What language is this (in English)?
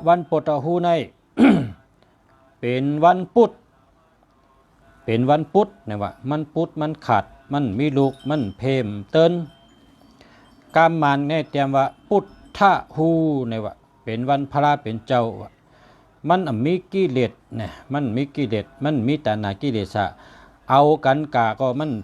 Shan